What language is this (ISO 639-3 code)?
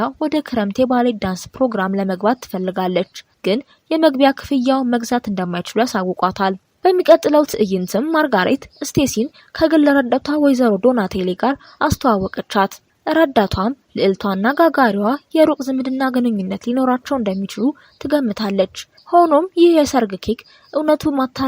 amh